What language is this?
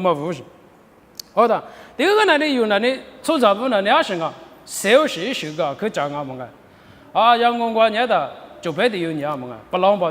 Lisu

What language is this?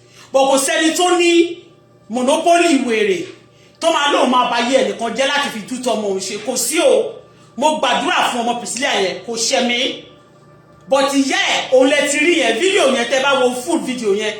Yoruba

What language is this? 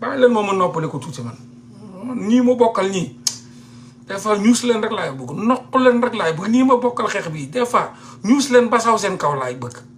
Wolof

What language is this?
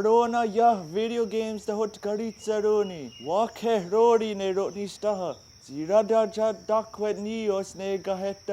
Mohawk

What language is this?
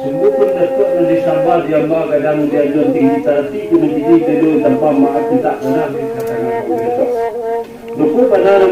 Minangkabau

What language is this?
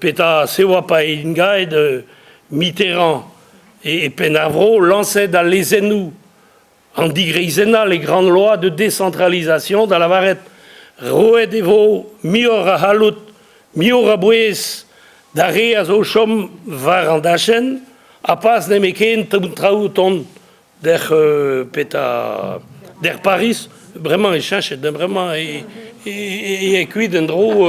Breton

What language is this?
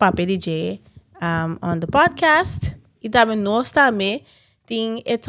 Papiamento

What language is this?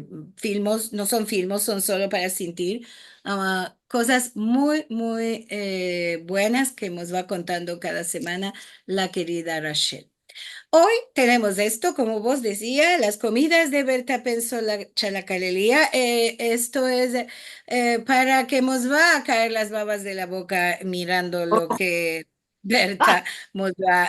Ladino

